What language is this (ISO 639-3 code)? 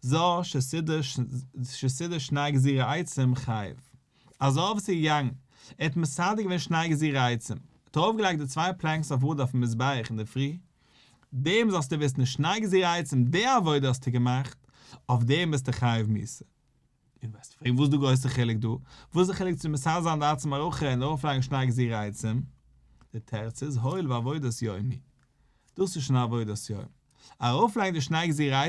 yid